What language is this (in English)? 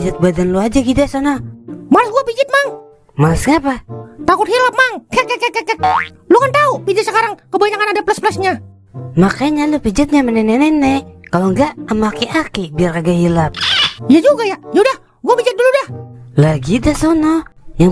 Betawi